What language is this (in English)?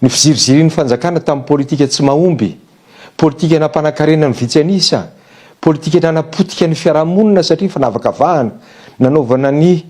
Malagasy